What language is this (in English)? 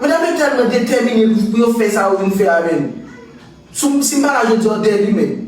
Haitian Creole